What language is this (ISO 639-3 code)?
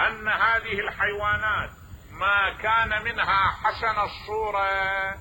acm